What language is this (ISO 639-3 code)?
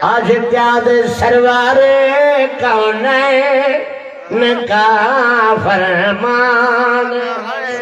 skr